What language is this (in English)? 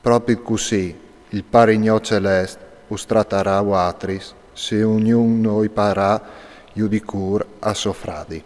Friulian